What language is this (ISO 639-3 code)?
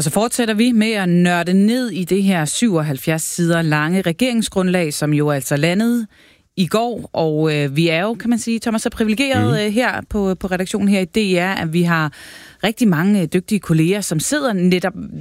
dan